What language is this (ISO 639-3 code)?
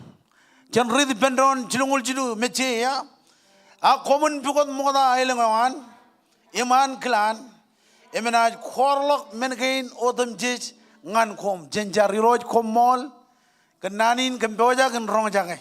mah